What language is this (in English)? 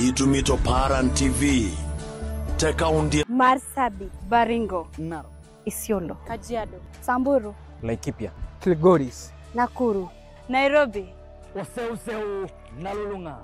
Masai